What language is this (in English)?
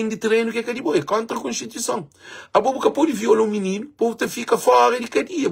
Kabuverdianu